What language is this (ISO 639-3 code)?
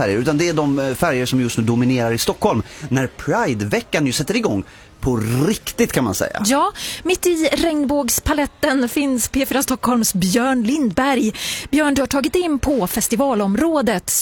swe